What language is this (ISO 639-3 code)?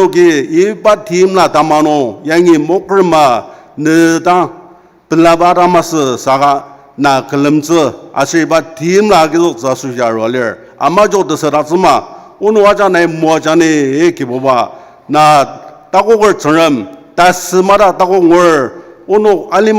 njo